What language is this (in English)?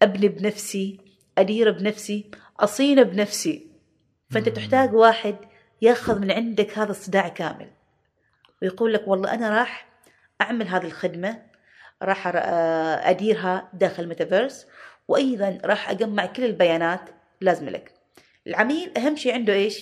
Gulf Arabic